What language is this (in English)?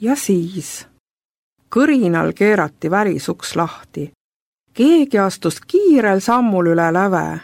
Estonian